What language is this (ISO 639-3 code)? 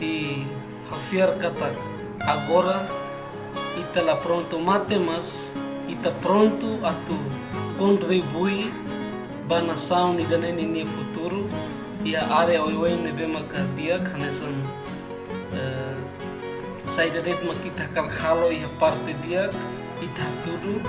tet